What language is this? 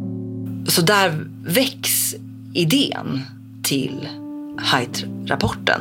Swedish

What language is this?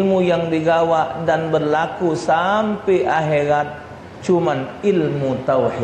Musi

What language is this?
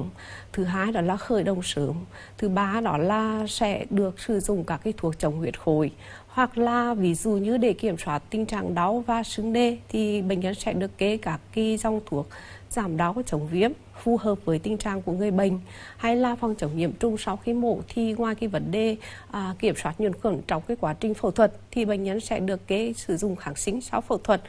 Vietnamese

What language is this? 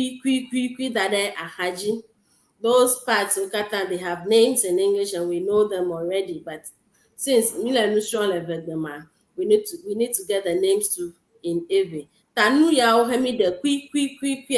Ewe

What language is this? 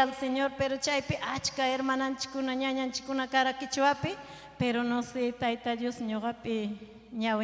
Ayacucho Quechua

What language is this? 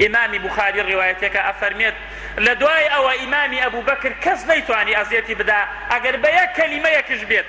Central Kurdish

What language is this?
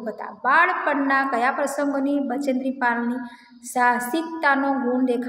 Gujarati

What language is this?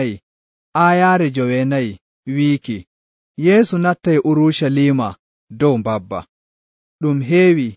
Nigerian Fulfulde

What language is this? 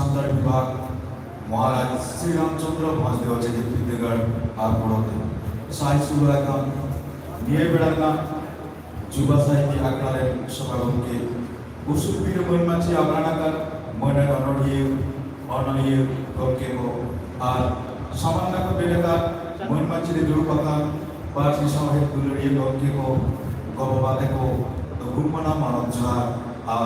Santali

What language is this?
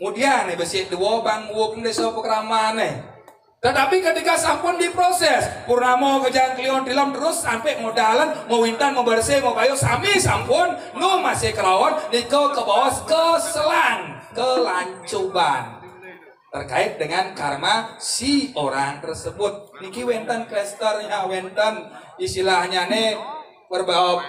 Balinese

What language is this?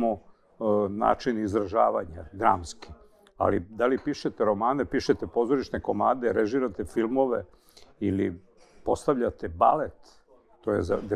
Serbian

